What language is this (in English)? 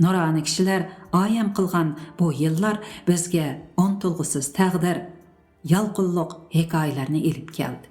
Uyghur